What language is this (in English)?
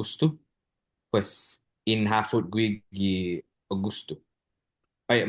Chamorro